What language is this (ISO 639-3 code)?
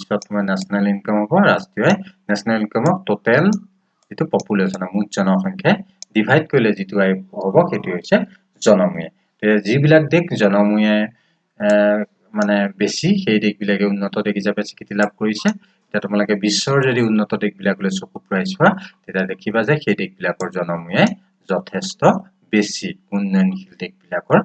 asm